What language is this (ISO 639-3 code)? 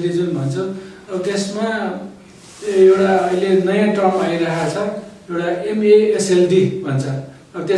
nep